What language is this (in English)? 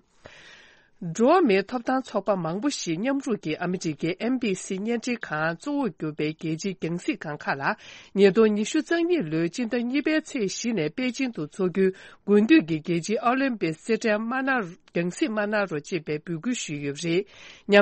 Tibetan